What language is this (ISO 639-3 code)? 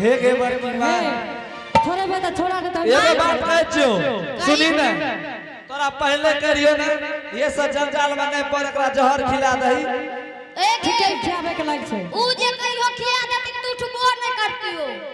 anp